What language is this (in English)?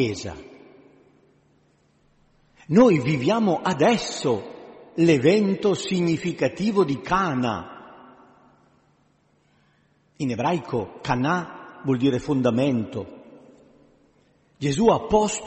Italian